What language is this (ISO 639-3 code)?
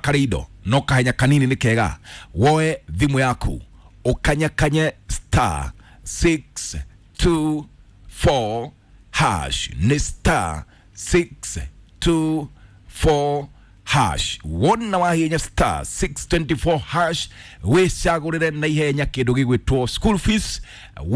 kik